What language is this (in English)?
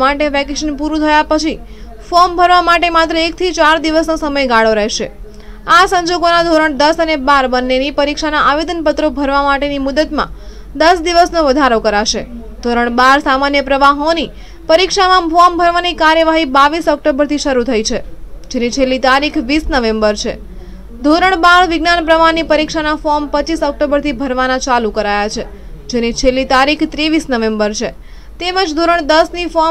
Gujarati